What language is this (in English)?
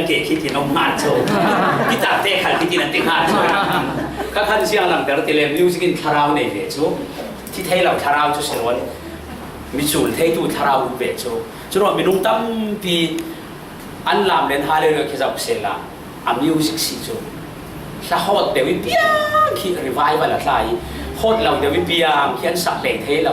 Falam Chin